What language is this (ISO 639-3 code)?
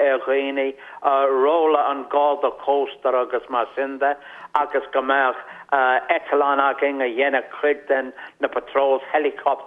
gle